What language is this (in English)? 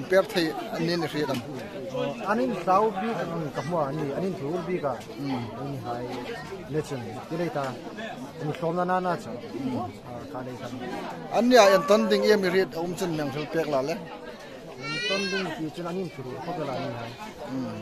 Hmar